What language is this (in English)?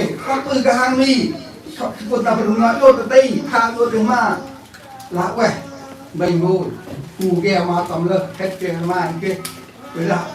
Central Mnong